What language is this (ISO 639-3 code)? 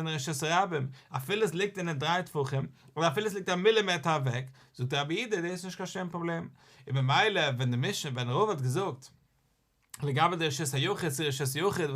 yid